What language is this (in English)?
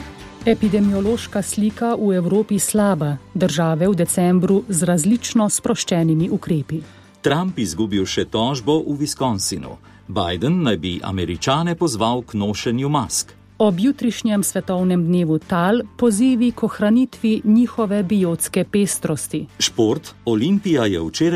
Slovenian